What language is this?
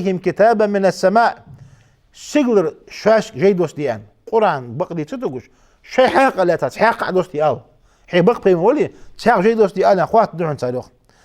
Ingush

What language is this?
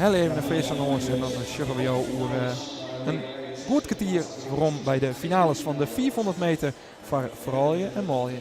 Western Frisian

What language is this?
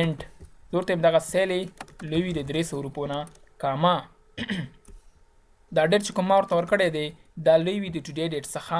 Pashto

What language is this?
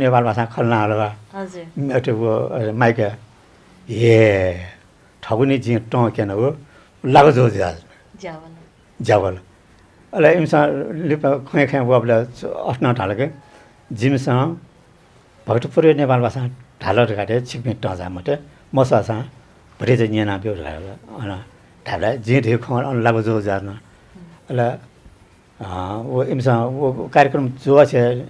Newari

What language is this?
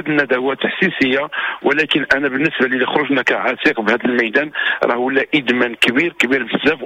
Moroccan Arabic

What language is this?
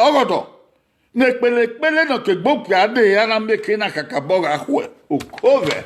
Bini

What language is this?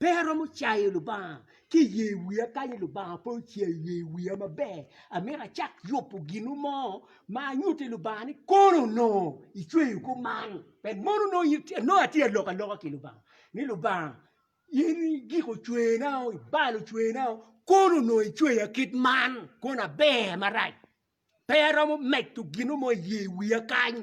Acoli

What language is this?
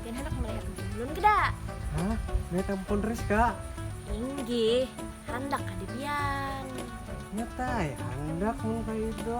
Banjar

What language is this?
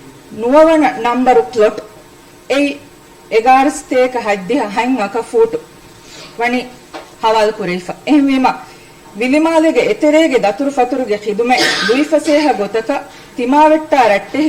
Divehi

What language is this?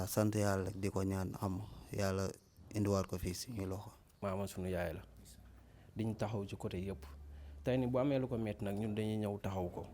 Wolof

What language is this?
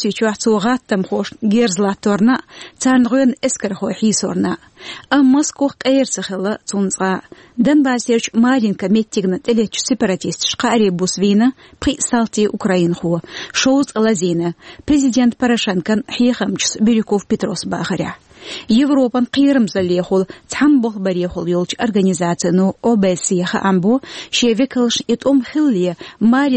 Chechen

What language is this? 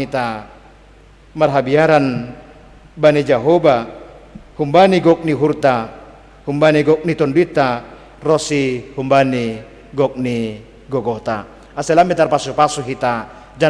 Batak Simalungun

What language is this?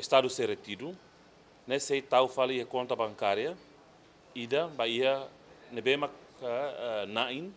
Tetum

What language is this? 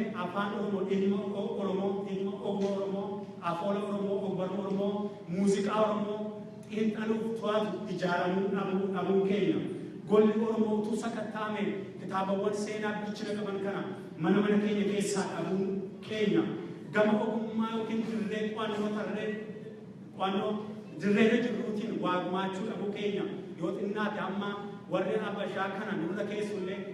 Oromo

